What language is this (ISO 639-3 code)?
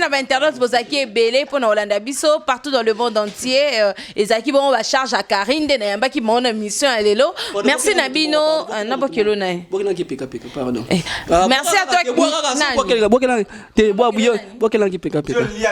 lin